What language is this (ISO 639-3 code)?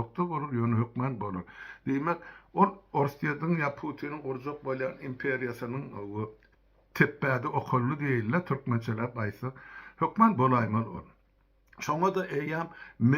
tuk